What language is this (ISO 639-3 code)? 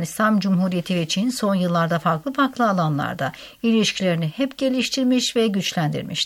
tur